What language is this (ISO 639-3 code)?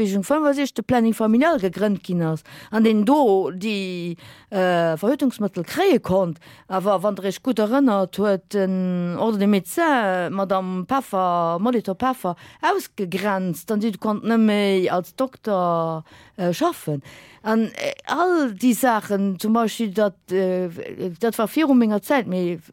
ltz